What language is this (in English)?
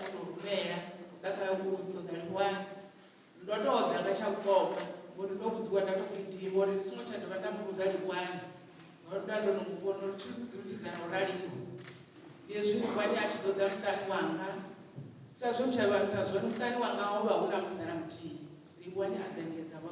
Venda